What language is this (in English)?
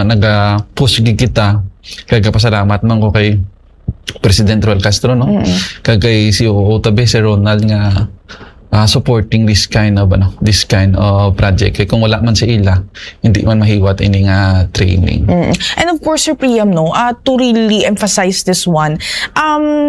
Hiligaynon